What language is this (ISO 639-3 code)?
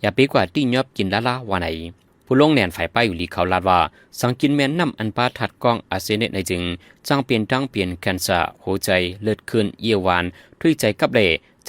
shn